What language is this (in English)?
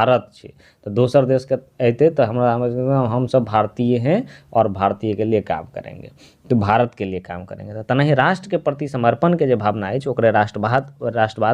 Maithili